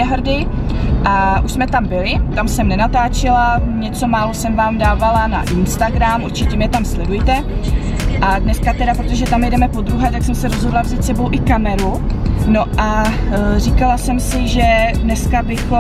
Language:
Czech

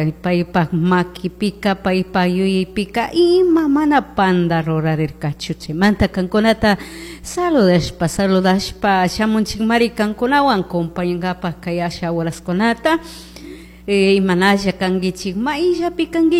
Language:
Chimborazo Highland Quichua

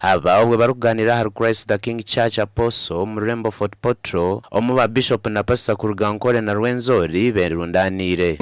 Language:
Nyankole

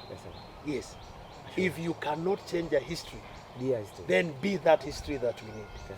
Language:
Masai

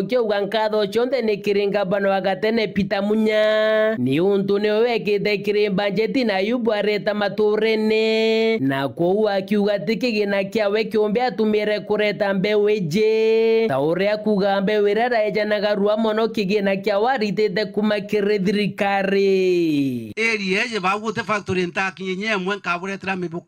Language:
Meru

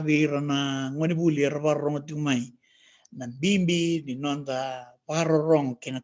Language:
Fijian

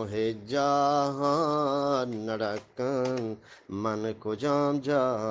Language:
Eastern Balochi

